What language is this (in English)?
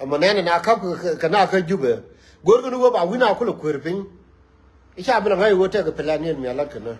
Nuer